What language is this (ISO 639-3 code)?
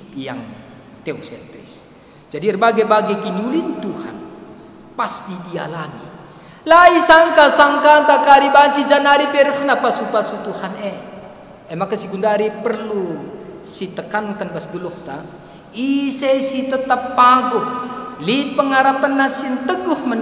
btx